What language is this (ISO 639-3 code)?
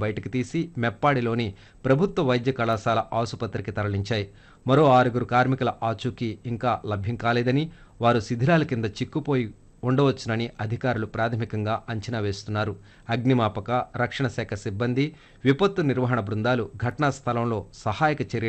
tel